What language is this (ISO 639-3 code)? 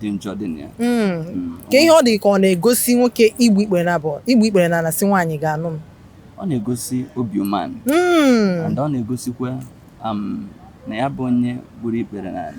ibo